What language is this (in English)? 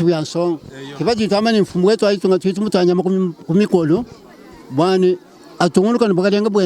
Luba-Lulua